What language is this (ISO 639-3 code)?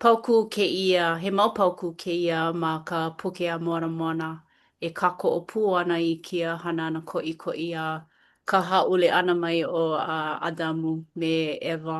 haw